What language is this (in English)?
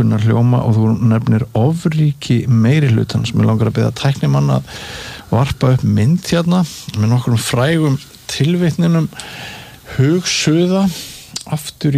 Icelandic